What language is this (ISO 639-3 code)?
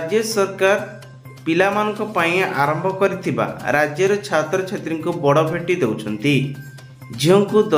ori